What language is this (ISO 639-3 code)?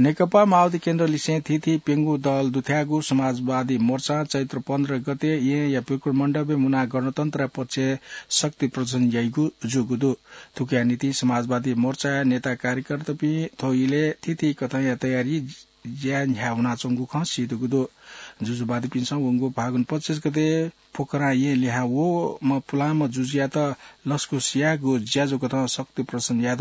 new